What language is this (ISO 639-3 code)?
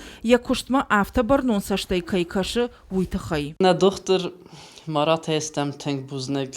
oss